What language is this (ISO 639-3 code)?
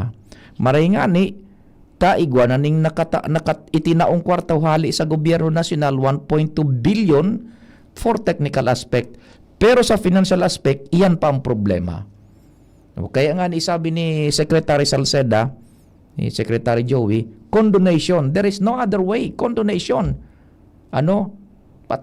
bik